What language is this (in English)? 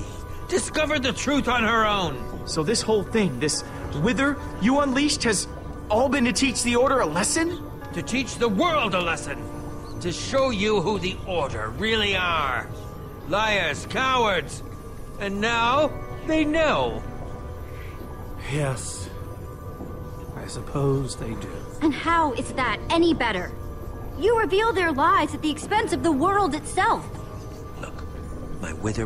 English